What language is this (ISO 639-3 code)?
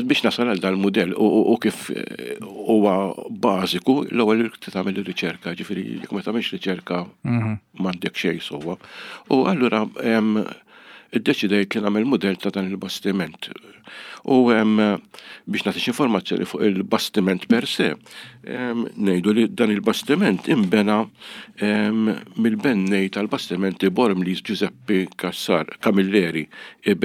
mlt